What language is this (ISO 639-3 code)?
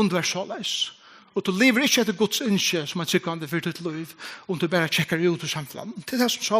fao